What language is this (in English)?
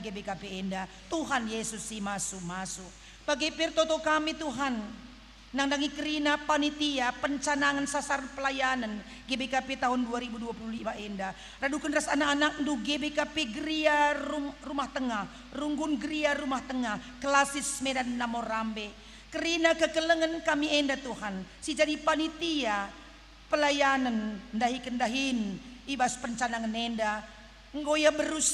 Batak Karo